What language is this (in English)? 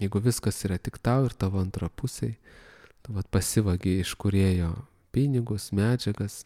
Lithuanian